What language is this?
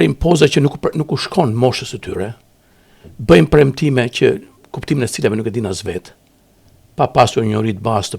Albanian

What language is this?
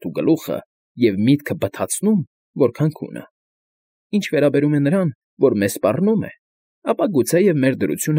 Armenian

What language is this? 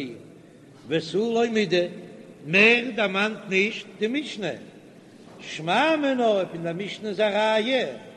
Yiddish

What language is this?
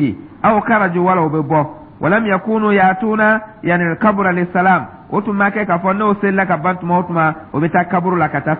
Dyula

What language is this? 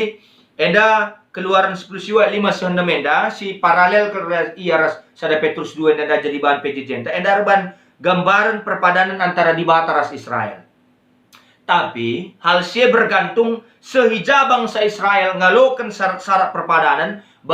Batak Karo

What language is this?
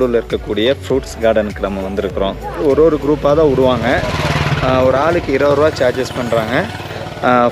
Tamil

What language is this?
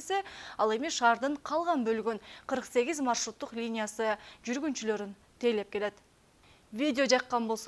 Kyrgyz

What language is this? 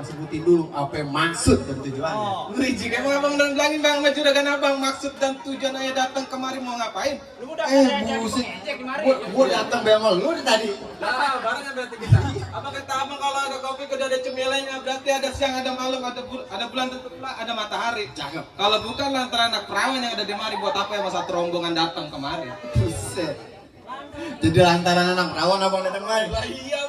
Betawi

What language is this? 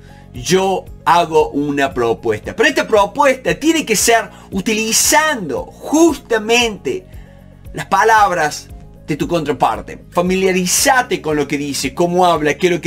Spanish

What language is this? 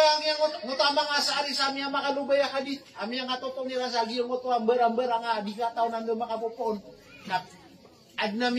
Maranao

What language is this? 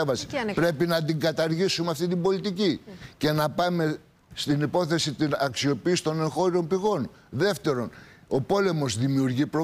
Greek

